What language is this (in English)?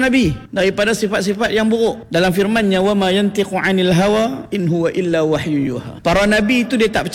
Malay